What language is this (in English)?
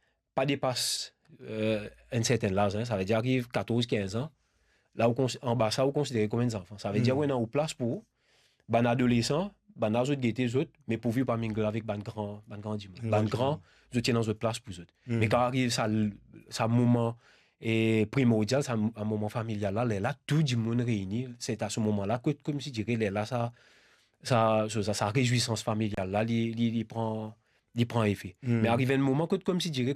Morisyen